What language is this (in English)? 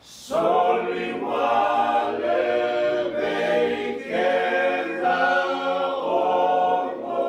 Fijian